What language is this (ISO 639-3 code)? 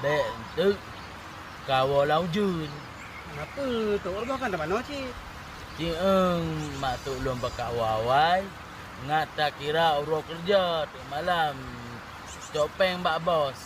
ace